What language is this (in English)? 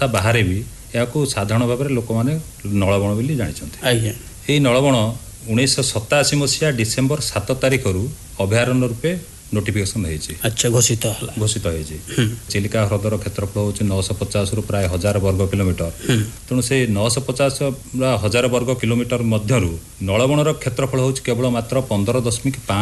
Odia